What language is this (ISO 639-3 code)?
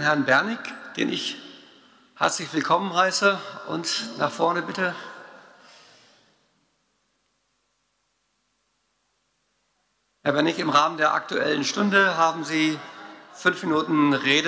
deu